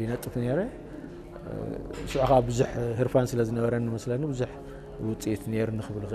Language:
Tigrinya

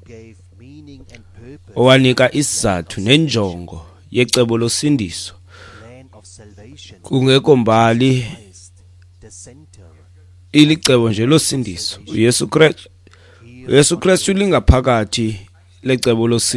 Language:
Xhosa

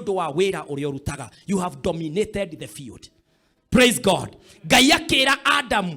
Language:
Kikuyu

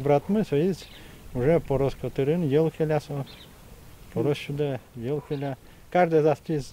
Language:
Udmurt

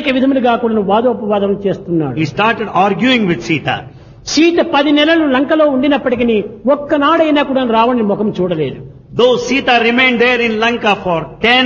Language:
Telugu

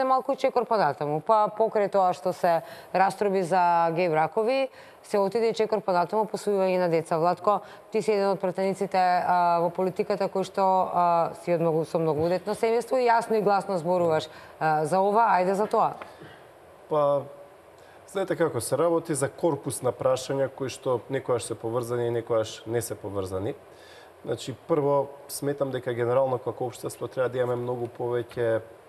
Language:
Macedonian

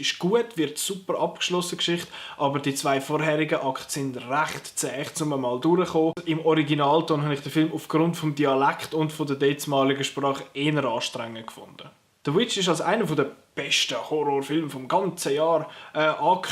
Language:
Swiss German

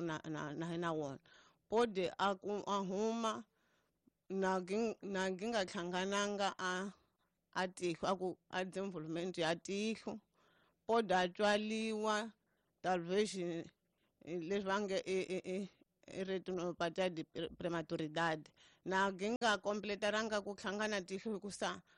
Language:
Tsonga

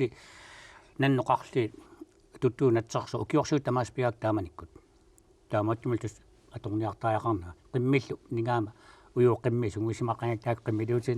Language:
Kalaallisut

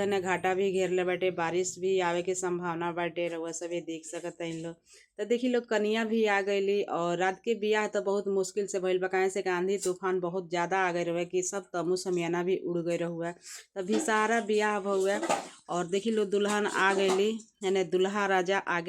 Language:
Bhojpuri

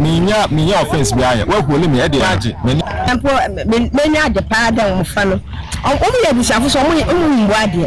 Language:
Akan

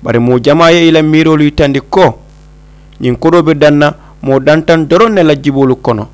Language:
Mandingo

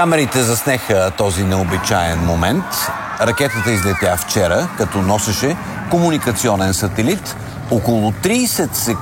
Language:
Bulgarian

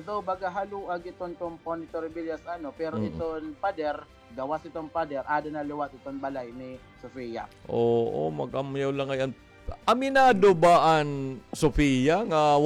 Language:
Waray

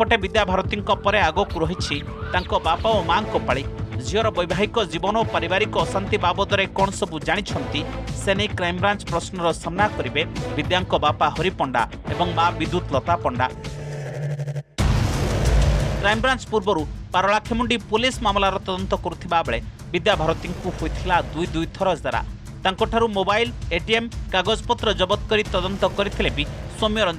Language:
Odia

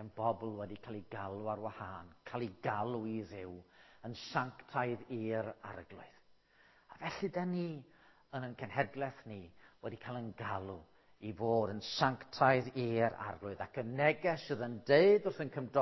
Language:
Welsh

